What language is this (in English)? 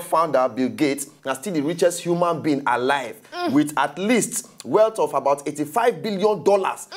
Nigerian Pidgin